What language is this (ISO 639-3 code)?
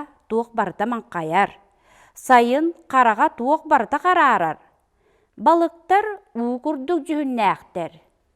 sah